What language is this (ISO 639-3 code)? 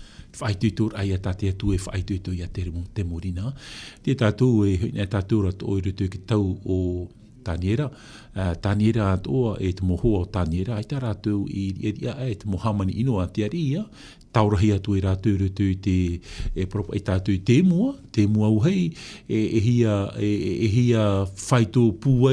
tah